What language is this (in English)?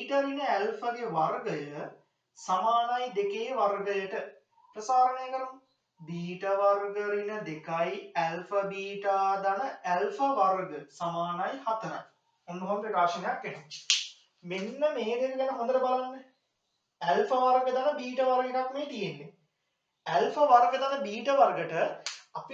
Sinhala